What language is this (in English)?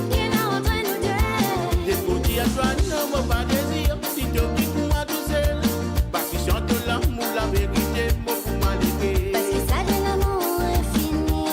Morisyen